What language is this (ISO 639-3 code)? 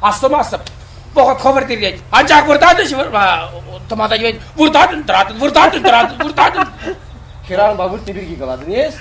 chv